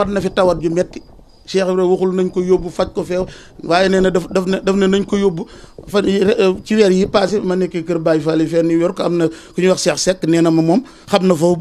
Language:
Wolof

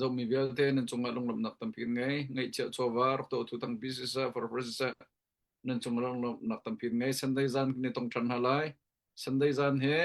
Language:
Hakha Chin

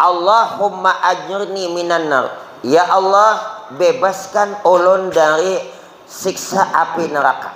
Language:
Banjar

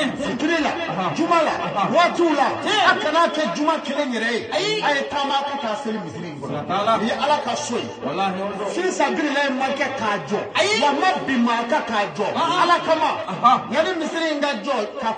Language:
Bambara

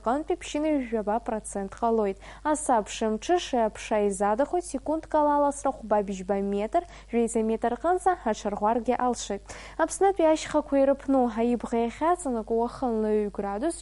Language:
Abkhazian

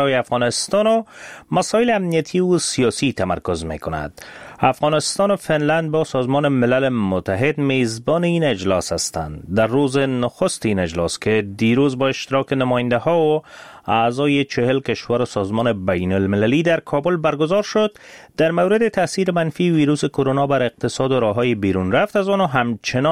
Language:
Persian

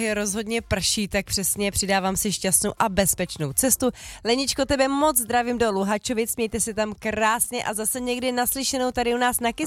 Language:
Czech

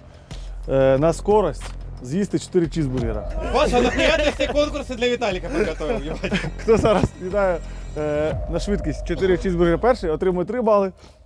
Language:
Ukrainian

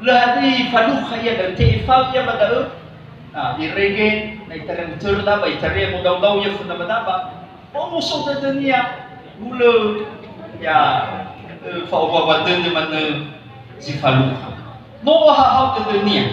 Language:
Nias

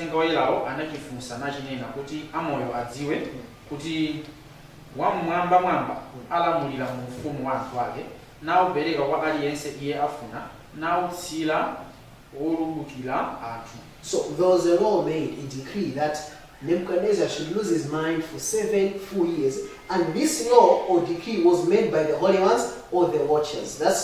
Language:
Nyanja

